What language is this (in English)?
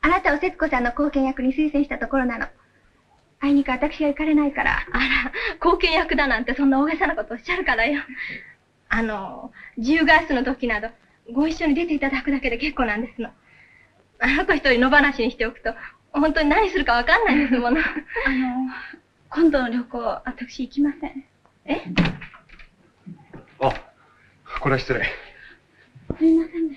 Japanese